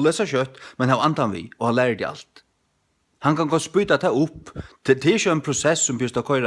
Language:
Faroese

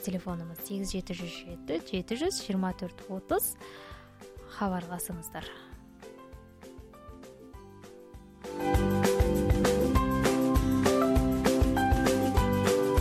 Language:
Kazakh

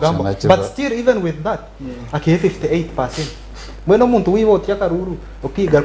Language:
Nyankole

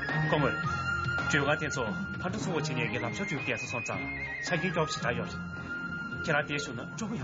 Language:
Tibetan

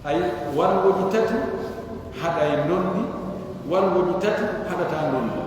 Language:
Pular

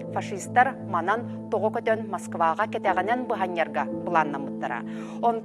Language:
Yakut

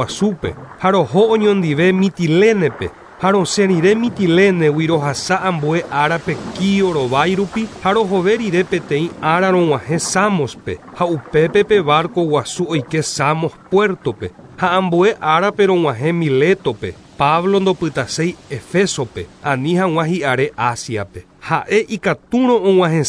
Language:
Guarani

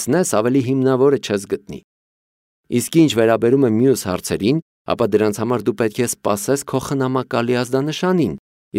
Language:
Armenian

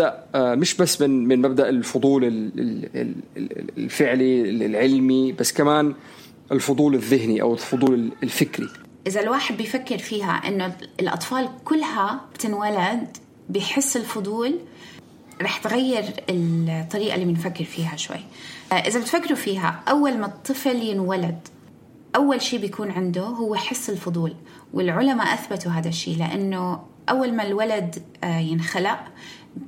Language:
North Levantine Arabic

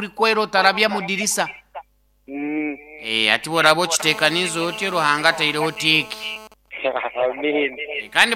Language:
Nyoro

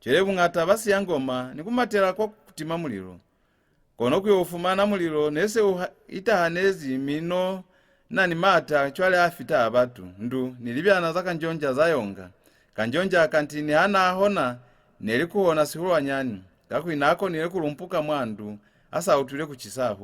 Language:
Lozi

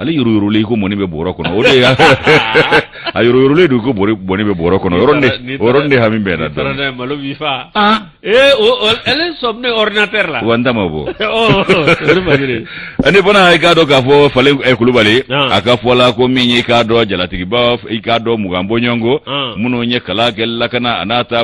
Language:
Bambara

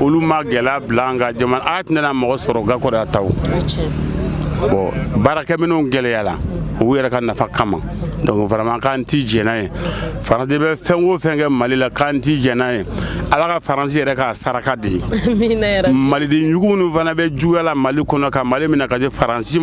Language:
Bambara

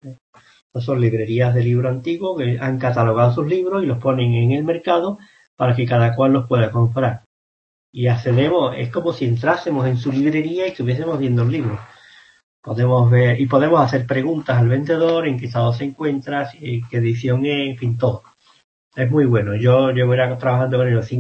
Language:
Spanish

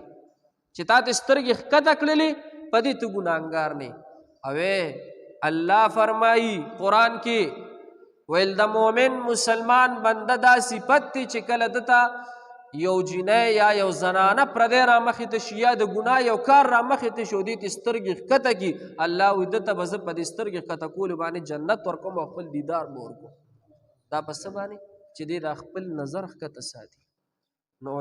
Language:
Pashto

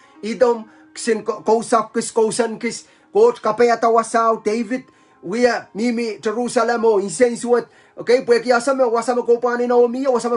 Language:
Pohnpeian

